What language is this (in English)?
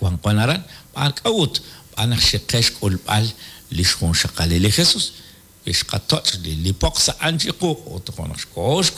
Kekchí